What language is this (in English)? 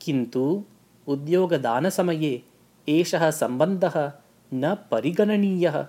Sanskrit